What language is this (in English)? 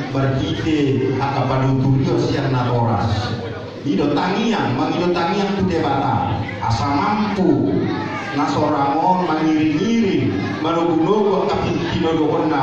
Batak Toba